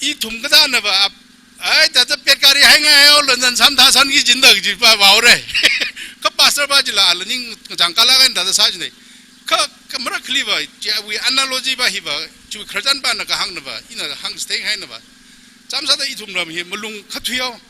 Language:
Tangkhul Naga (India)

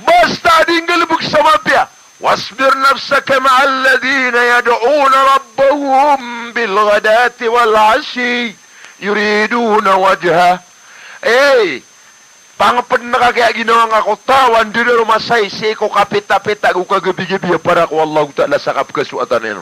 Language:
Maranao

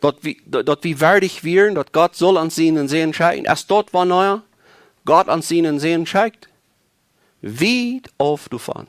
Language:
Plautdietsch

